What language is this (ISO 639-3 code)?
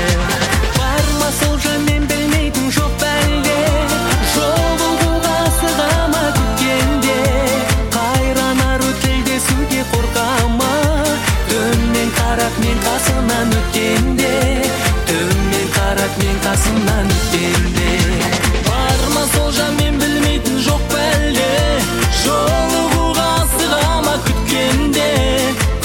kaz